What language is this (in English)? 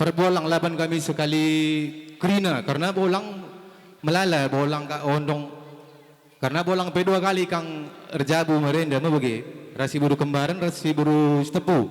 Batak Karo